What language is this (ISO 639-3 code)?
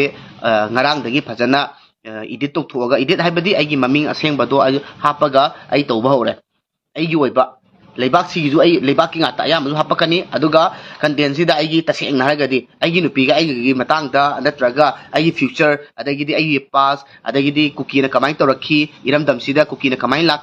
mni